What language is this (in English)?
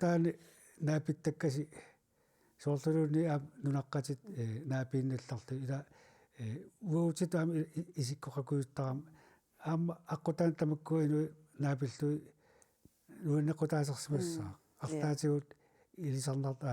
Kalaallisut